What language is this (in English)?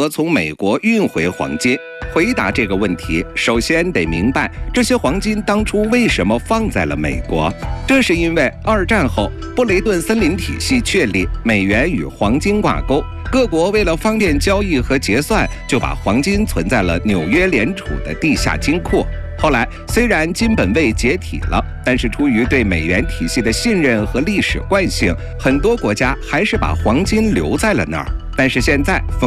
Chinese